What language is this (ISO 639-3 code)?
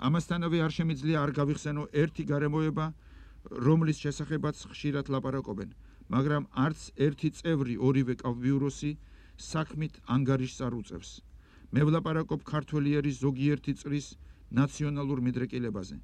kat